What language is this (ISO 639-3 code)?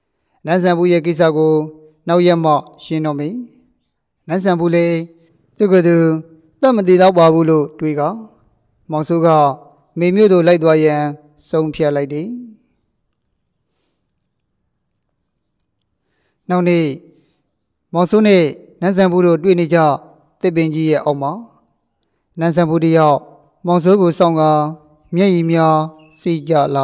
mya